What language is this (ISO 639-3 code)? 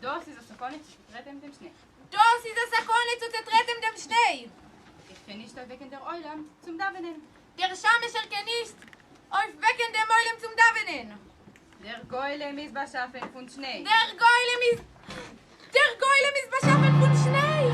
yid